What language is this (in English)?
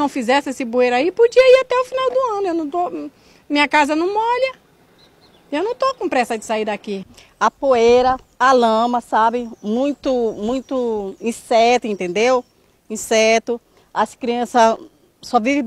Portuguese